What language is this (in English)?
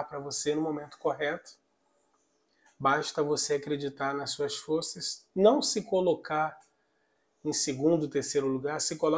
Portuguese